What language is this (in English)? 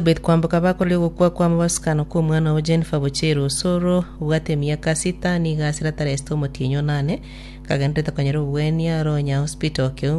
Gusii